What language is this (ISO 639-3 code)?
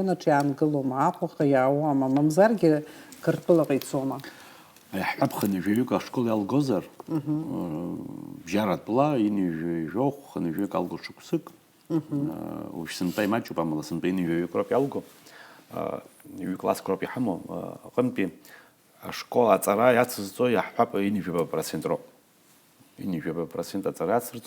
abk